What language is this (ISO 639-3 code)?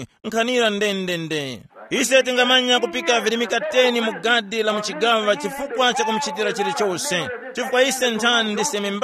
tum